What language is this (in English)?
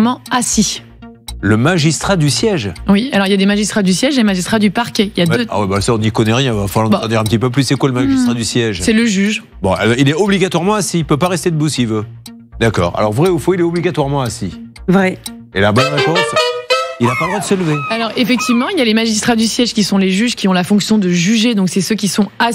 French